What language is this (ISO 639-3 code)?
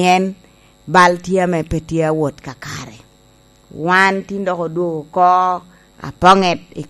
laj